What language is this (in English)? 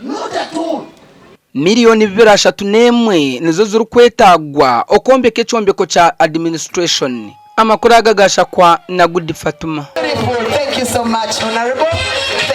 Nyankole